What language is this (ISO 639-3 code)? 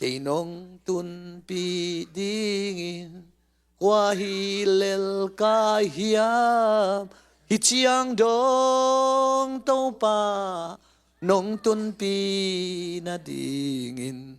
ctd